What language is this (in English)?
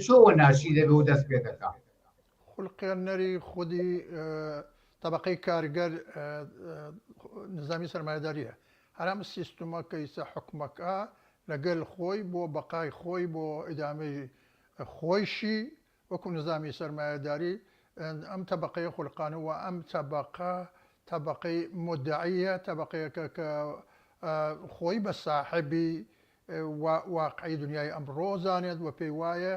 Central Kurdish